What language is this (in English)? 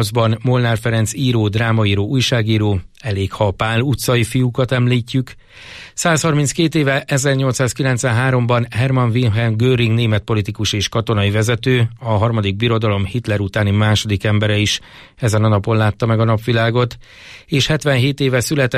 Hungarian